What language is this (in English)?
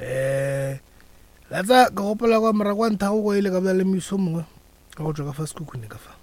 Northern Sotho